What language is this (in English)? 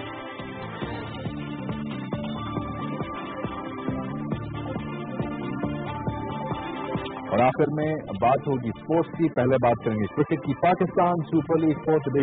Urdu